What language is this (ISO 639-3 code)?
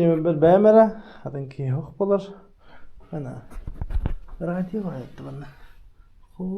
sah